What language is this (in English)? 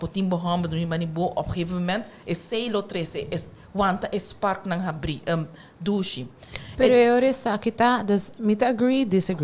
Papiamento